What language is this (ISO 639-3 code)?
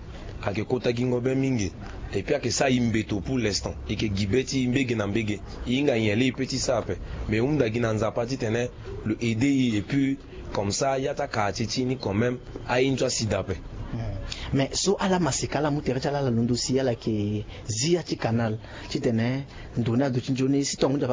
sag